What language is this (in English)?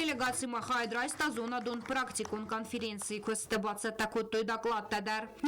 Ossetic